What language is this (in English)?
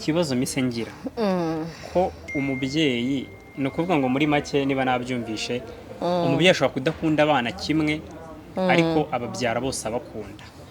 Kinyarwanda